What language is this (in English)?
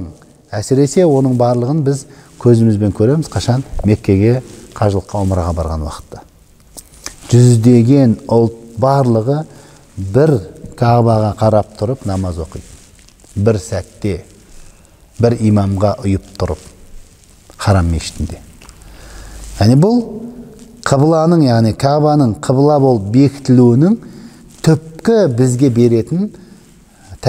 Kazakh